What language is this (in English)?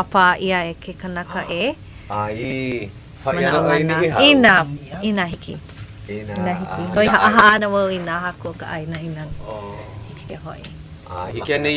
Hawaiian